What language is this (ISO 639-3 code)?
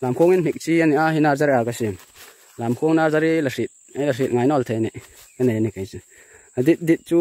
hmr